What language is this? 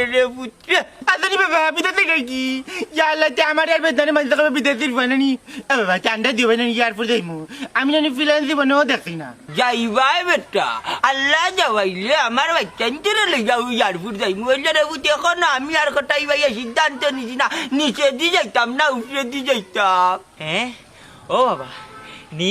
Sylheti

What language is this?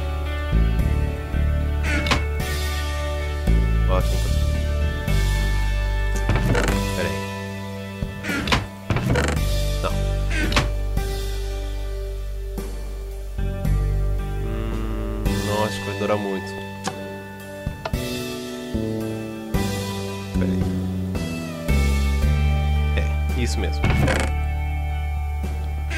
Portuguese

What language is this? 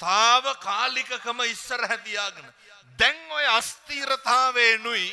Sinhala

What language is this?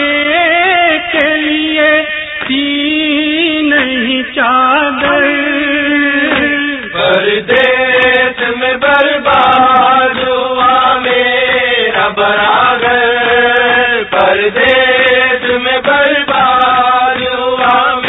Urdu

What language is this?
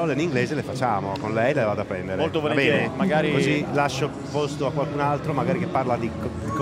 Italian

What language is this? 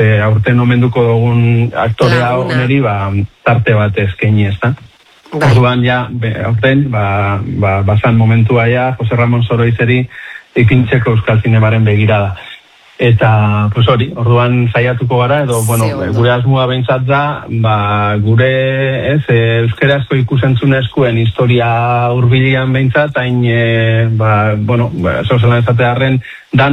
Basque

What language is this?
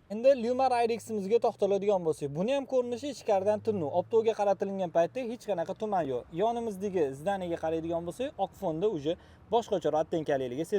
Uzbek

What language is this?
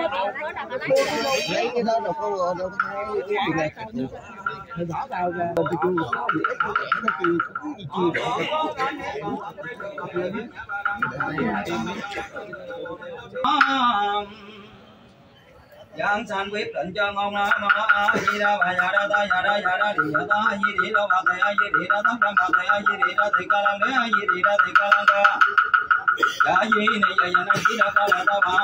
Vietnamese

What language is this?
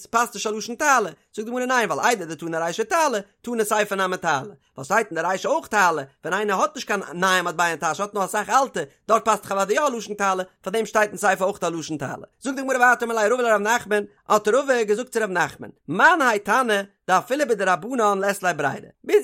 Yiddish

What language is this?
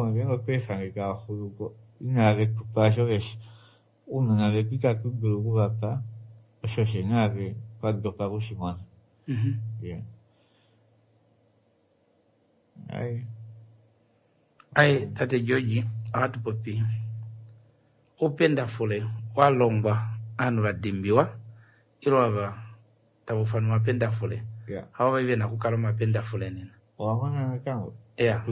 Swahili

